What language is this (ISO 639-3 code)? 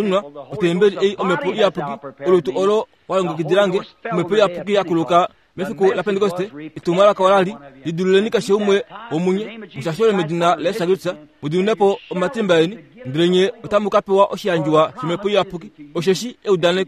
kua